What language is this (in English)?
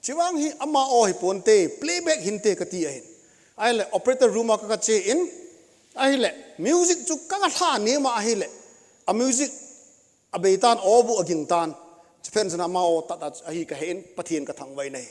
Thado Chin